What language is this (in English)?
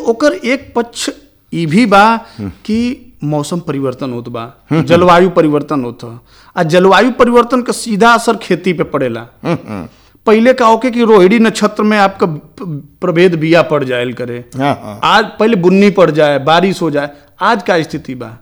Bhojpuri